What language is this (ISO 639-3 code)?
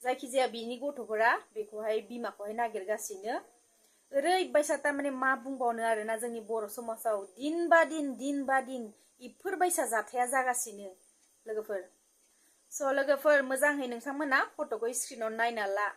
brx